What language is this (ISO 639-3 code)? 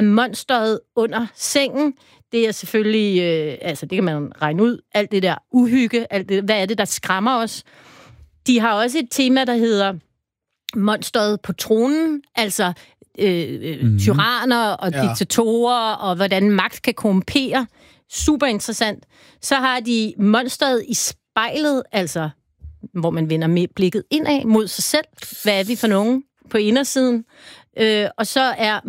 dan